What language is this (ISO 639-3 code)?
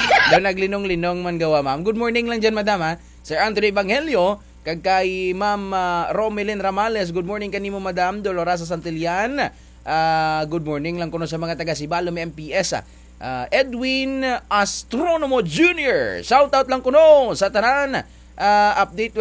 hil